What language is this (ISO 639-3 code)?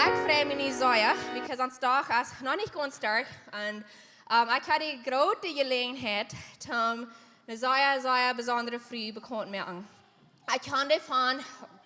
pdt